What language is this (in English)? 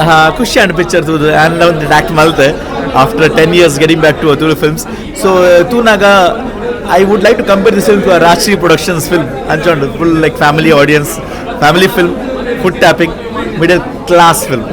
Tulu